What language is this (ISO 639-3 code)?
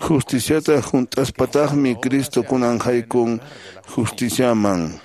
que